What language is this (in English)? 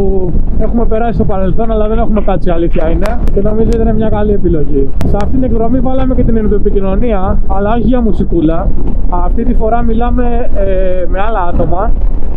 Greek